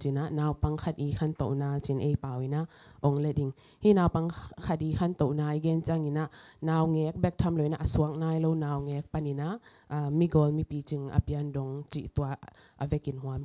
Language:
Tedim Chin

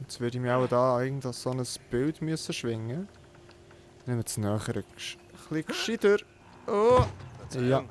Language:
Swiss German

